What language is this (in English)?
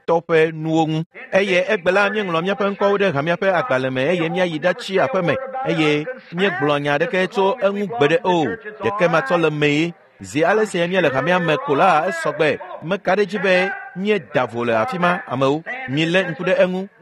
Ewe